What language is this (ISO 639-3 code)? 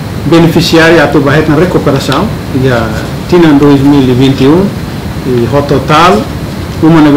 tet